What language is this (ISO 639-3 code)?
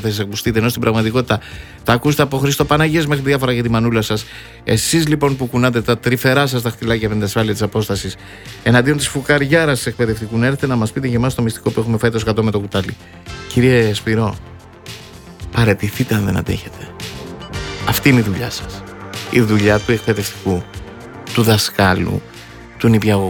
ell